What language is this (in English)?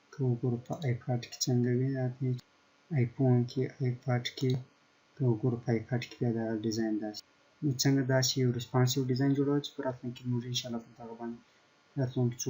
Pashto